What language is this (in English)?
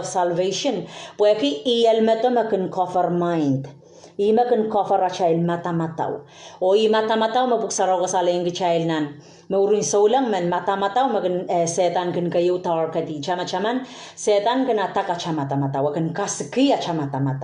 Pohnpeian